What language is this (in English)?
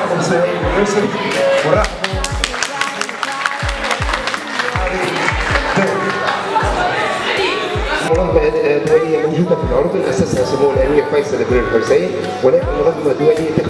Arabic